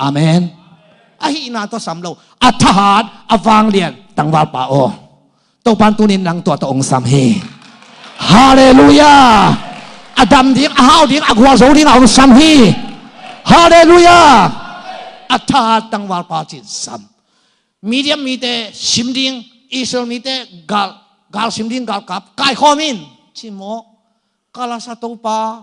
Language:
Tedim Chin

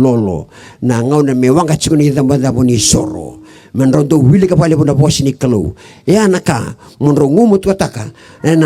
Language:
Fijian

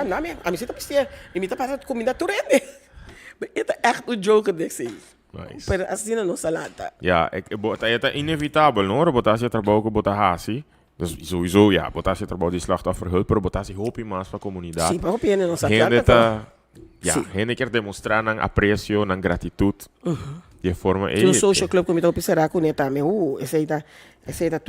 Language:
Papiamento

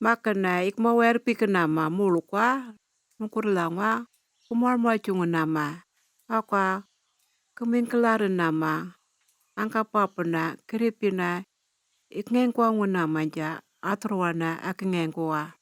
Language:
Anindilyakwa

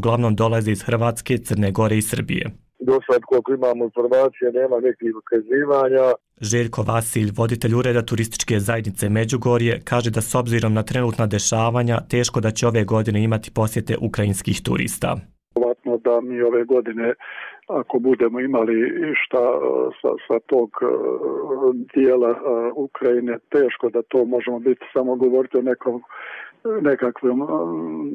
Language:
Bosnian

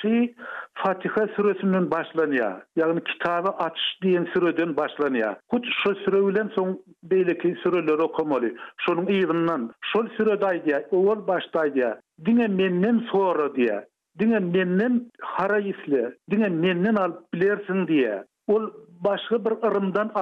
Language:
Turkmen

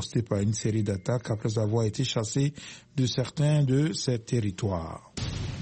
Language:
French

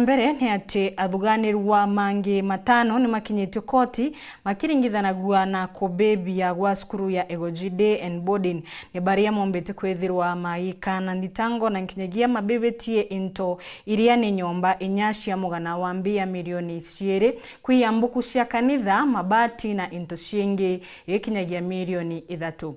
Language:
Meru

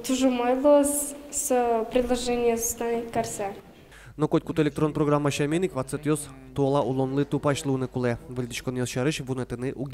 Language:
Udmurt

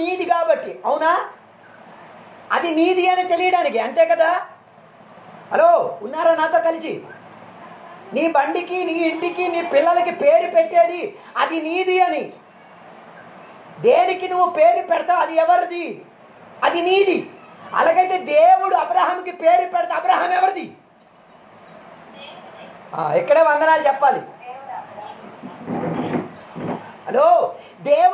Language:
Telugu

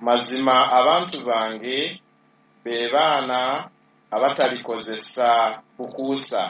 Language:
Ganda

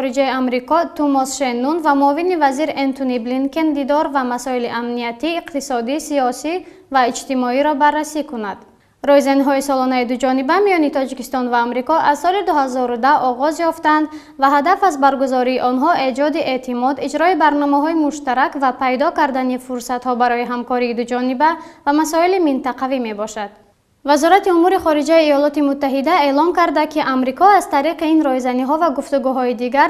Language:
Tajik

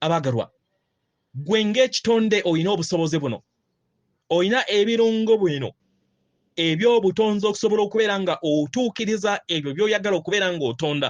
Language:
Ganda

